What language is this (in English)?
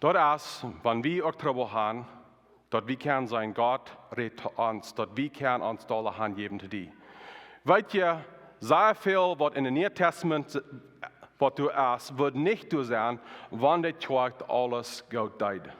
Plautdietsch